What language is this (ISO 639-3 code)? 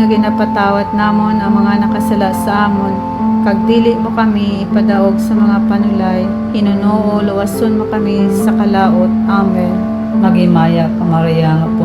hil